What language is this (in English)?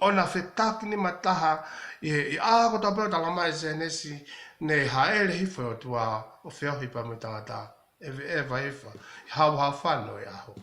Tongan